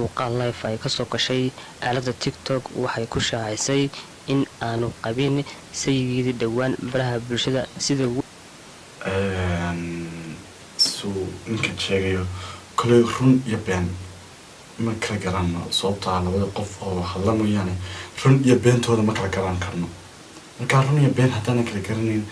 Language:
Somali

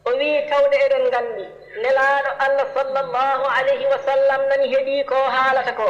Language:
Fula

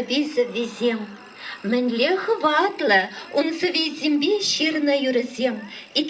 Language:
Chuvash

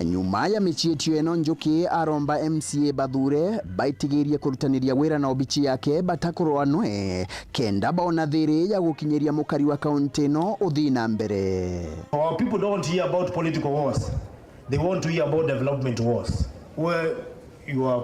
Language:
Meru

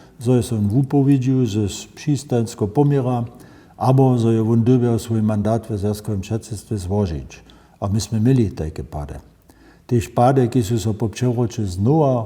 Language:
Upper Sorbian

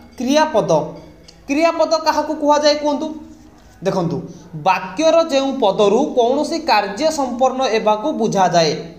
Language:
Odia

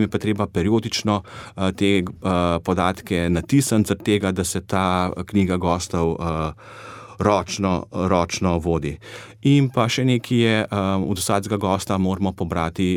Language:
Slovenian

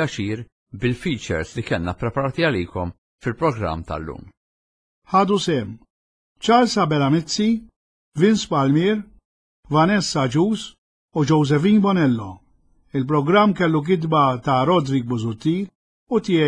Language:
Maltese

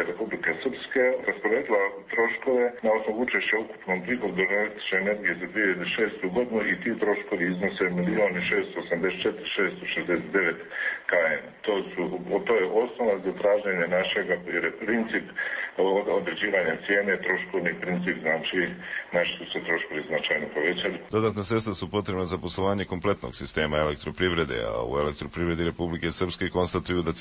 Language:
Croatian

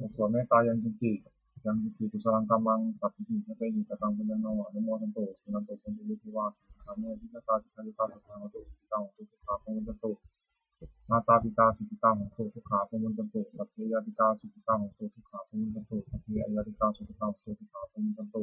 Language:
Pali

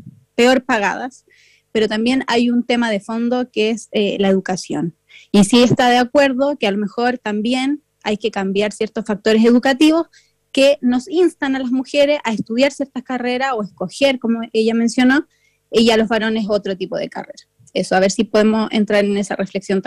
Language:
Spanish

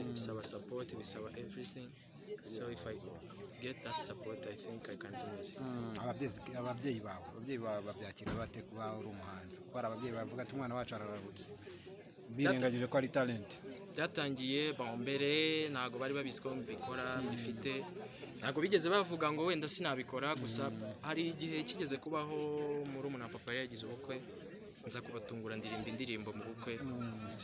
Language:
Kinyarwanda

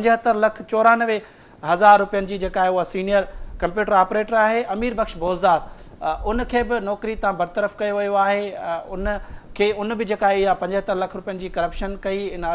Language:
Sindhi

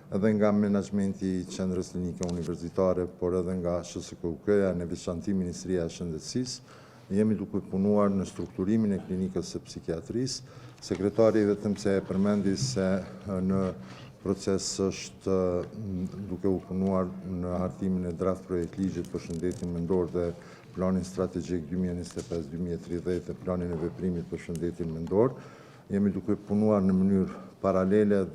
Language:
Albanian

